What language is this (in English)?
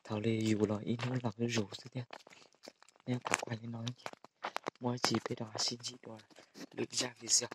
Hmong